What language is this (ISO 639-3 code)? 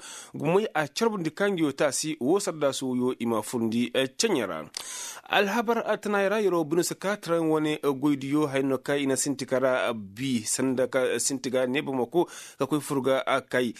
ses